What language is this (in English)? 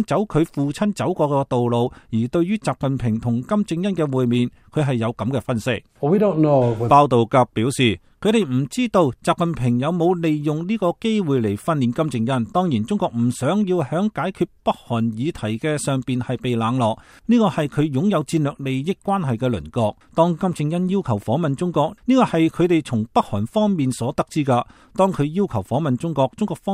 Cantonese